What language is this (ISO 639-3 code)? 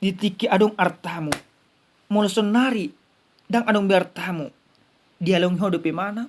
bbc